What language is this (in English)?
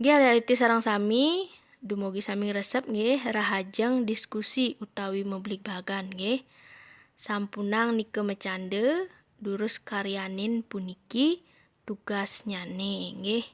Balinese